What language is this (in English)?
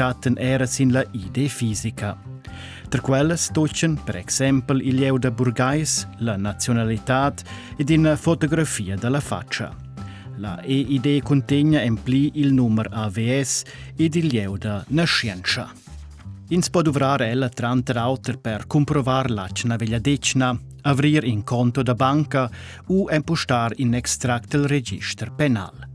Romansh